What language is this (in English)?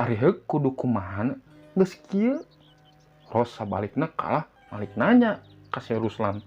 Sundanese